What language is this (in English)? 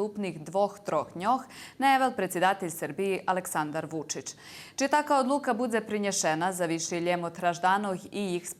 Rusyn